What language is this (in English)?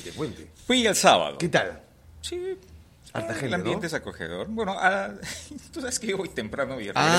Spanish